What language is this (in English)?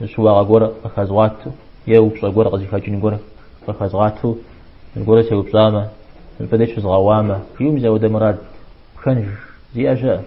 Kabardian